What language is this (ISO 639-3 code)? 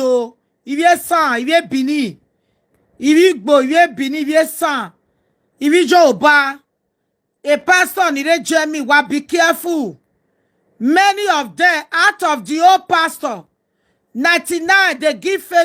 pcm